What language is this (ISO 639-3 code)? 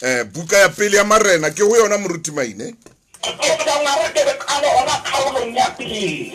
sot